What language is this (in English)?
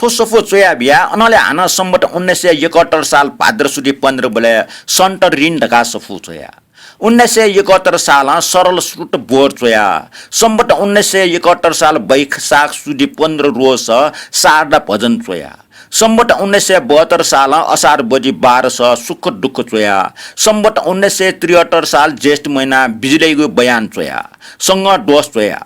Newari